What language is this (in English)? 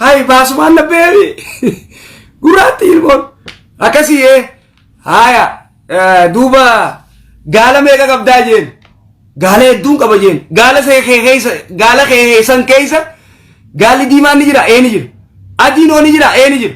Oromo